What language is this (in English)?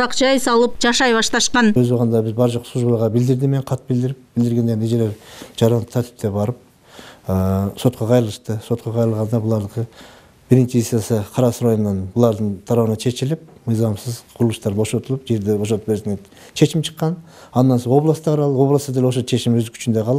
Kyrgyz